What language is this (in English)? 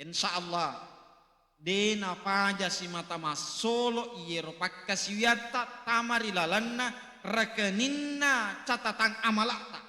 Buginese